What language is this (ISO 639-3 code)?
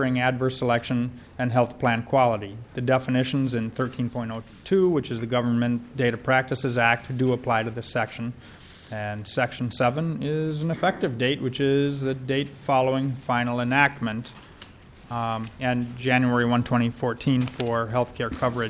eng